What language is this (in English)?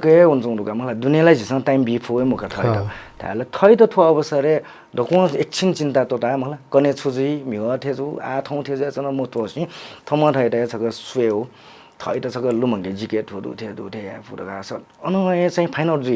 Newari